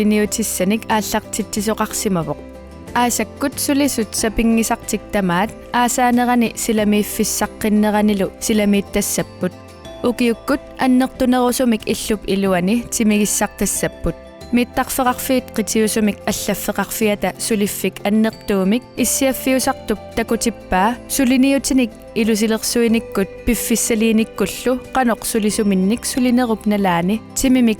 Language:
Kalaallisut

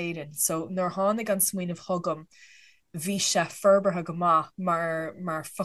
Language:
Irish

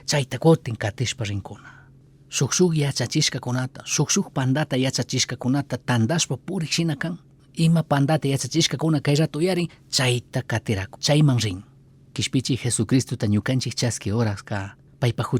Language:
Chimborazo Highland Quichua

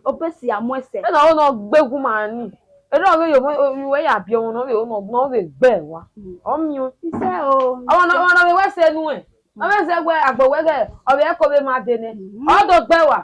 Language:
Bini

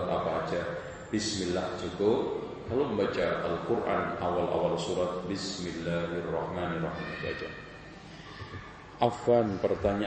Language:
Indonesian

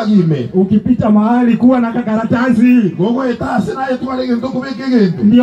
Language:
Gusii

